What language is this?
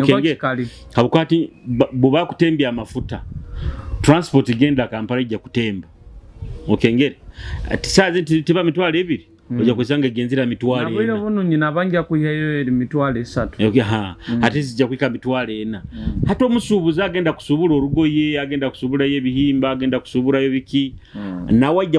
Nyoro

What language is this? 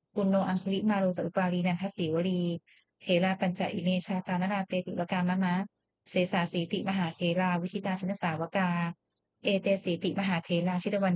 Pali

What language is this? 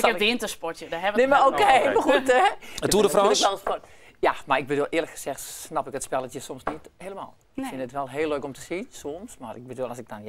Western Frisian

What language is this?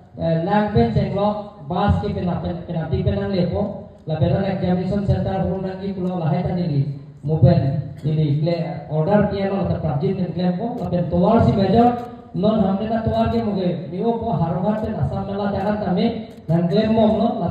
Karbi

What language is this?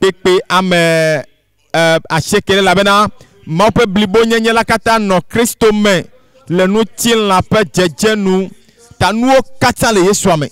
Ewe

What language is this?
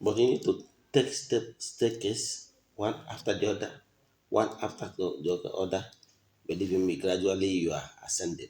Igbo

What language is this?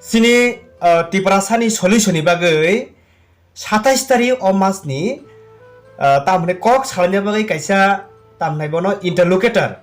Kok Borok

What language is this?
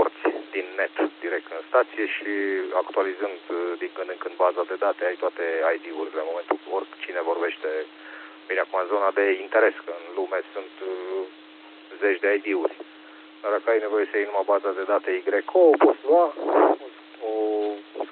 Romanian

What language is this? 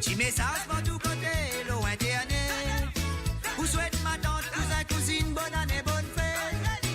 Morisyen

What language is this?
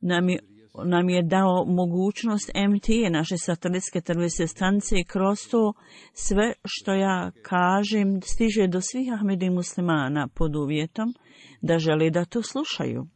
Bosnian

